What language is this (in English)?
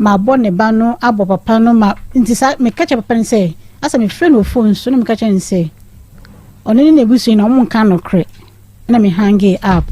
Akan